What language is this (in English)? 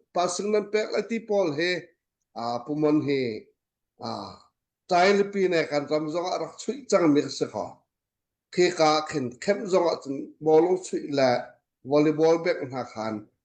Hakha Chin